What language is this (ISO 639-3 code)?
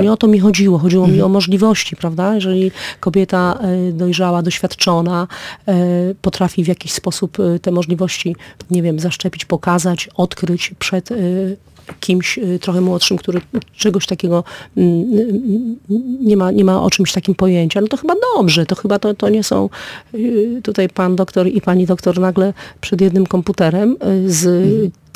pol